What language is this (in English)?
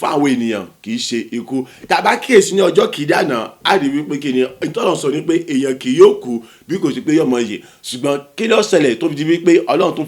Yoruba